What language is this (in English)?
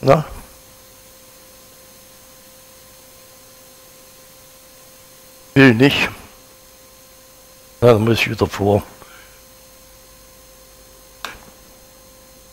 German